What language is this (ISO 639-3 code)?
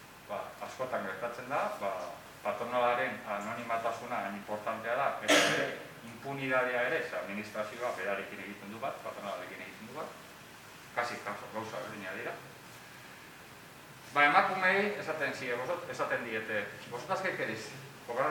eus